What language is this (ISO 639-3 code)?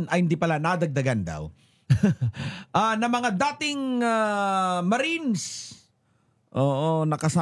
fil